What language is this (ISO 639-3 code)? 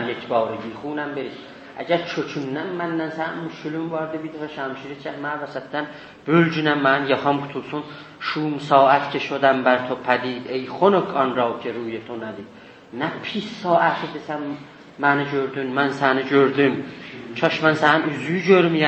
azb